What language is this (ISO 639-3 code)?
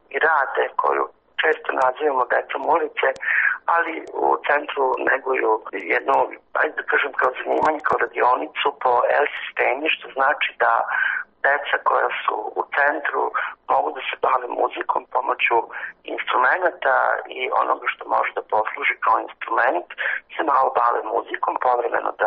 srp